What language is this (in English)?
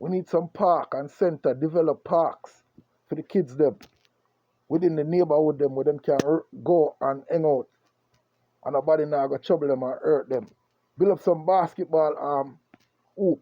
Jamaican Creole English